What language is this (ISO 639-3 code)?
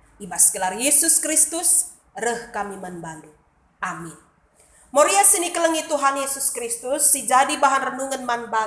btx